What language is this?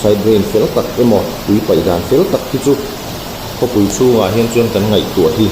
Mizo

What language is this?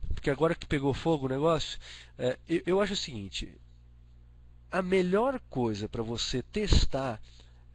Portuguese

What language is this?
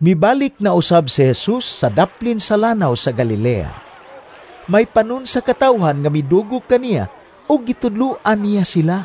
Cebuano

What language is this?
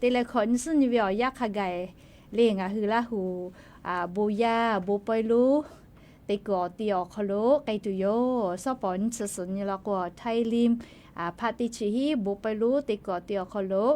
Lahu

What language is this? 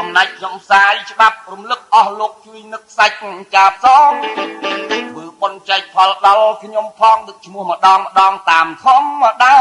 Khmer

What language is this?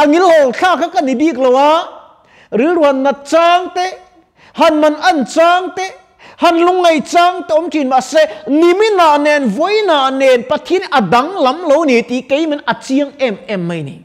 Mizo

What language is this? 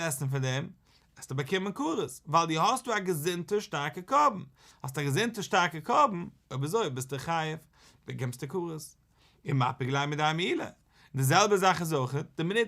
Yiddish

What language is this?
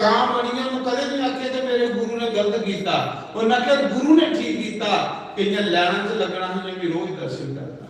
Dogri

